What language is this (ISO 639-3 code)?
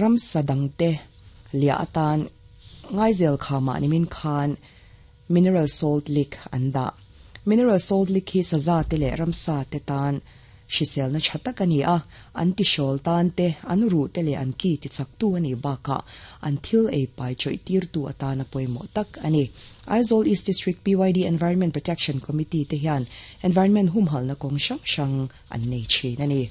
lus